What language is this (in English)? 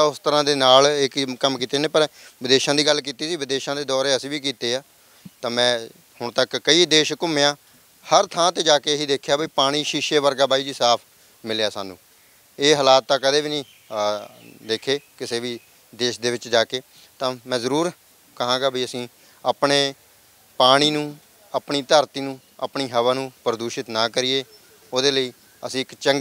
Punjabi